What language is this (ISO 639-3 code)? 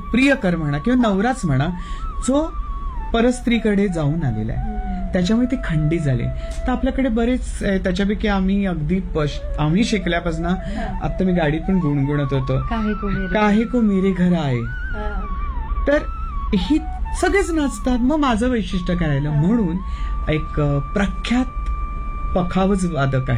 mar